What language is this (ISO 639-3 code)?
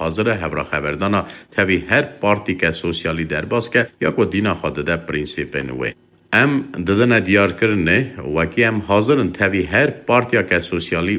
kur